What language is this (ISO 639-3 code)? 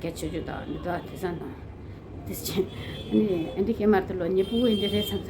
bod